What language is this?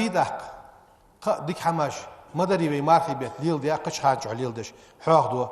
Ingush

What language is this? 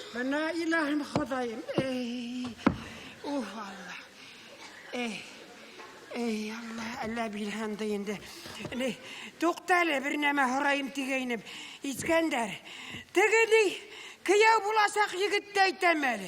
Bashkir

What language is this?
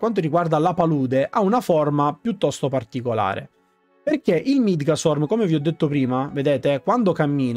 Italian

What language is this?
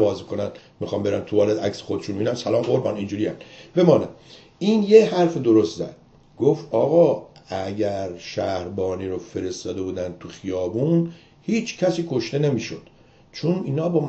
Persian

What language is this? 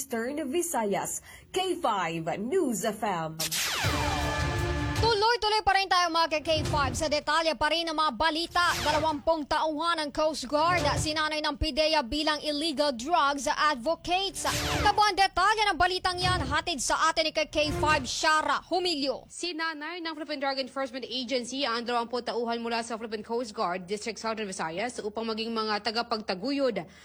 Filipino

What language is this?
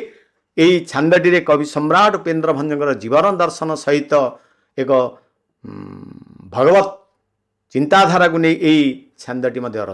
Odia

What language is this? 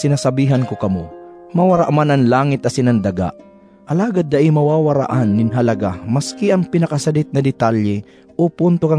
Bikol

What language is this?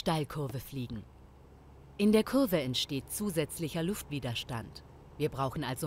German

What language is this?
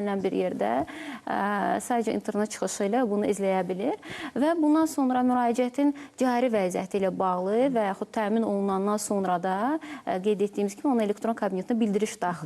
Azerbaijani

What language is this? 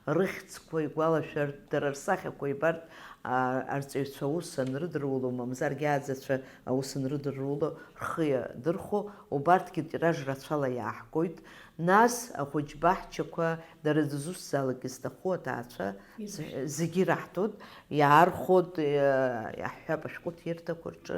Abkhazian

